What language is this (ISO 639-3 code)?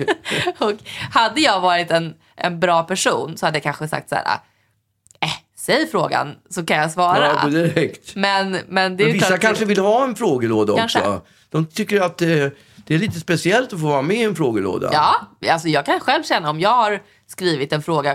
swe